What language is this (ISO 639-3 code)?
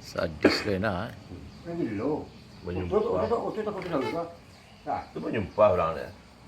min